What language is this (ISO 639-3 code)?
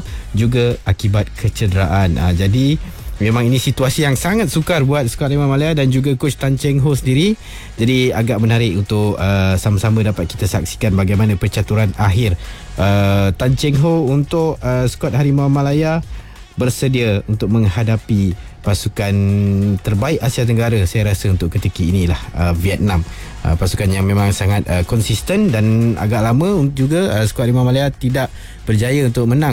msa